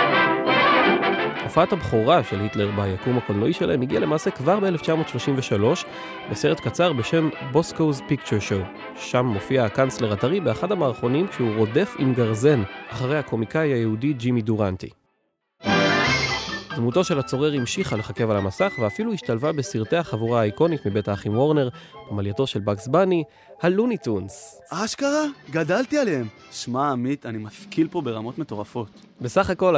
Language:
Hebrew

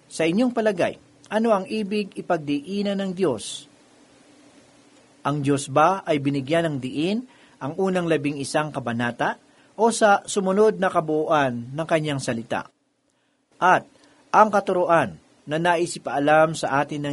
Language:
Filipino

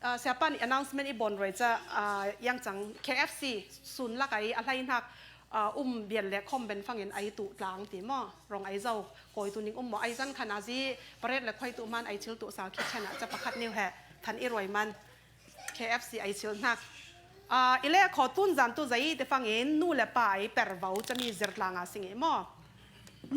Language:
Falam Chin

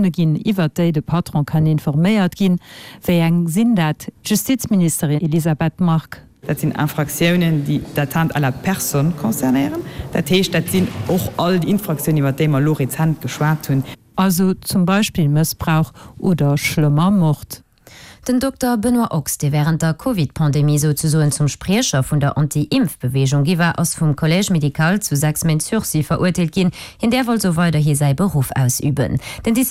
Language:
Luxembourgish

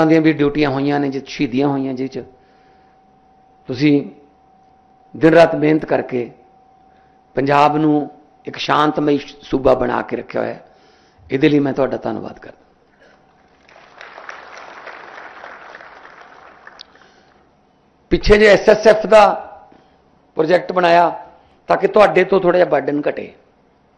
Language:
Punjabi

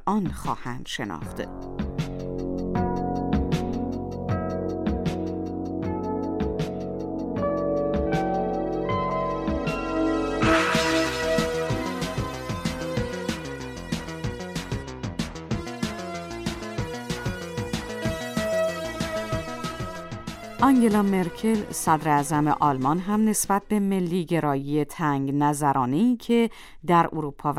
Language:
Persian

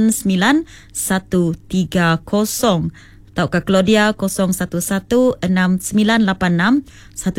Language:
Iban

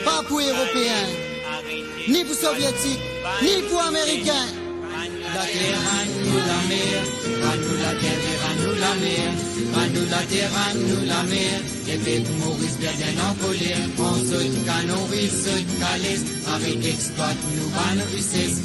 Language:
Morisyen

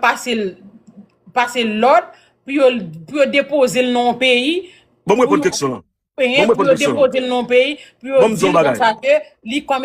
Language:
Haitian Creole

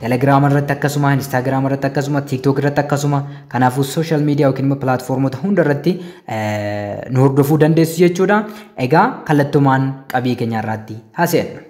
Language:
Oromo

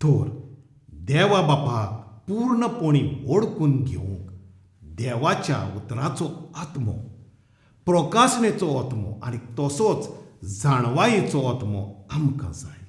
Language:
Konkani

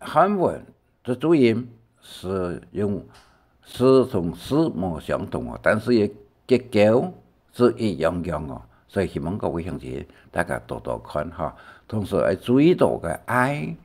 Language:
Hakka Chinese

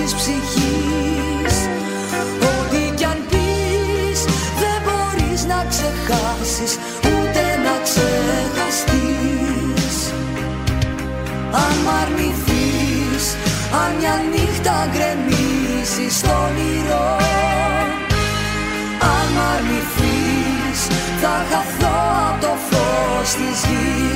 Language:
Greek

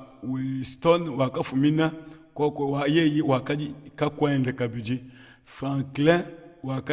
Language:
Luba-Lulua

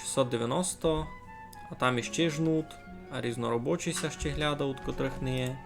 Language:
Rusyn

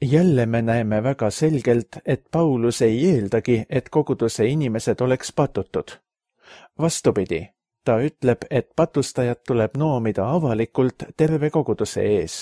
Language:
Estonian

